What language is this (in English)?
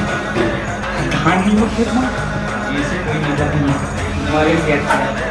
Chhattisgarhi